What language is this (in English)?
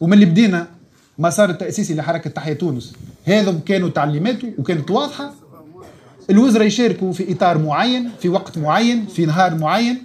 Tunisian Arabic